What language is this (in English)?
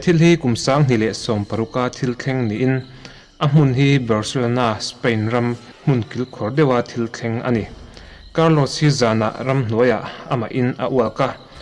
Mizo